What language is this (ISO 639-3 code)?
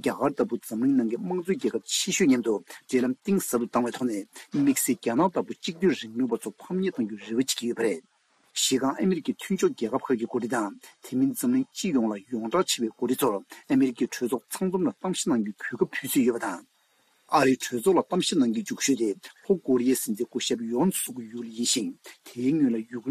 bod